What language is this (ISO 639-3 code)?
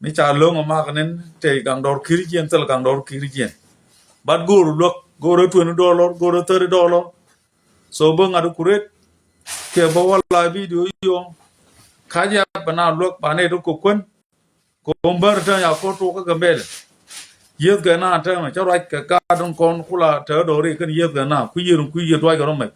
nus